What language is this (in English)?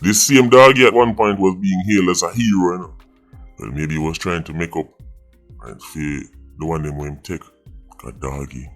Jamaican Creole English